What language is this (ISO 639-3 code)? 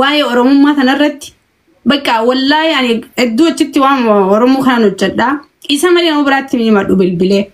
orm